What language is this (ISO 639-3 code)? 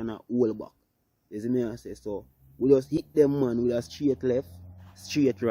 jam